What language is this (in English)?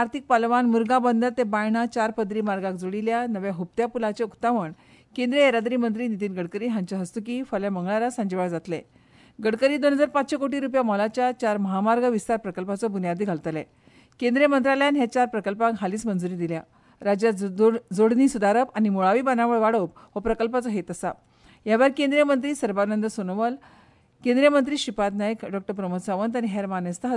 Konkani